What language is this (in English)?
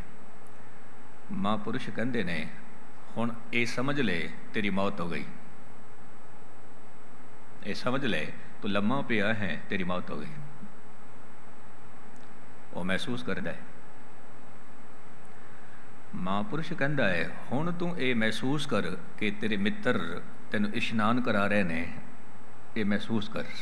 Punjabi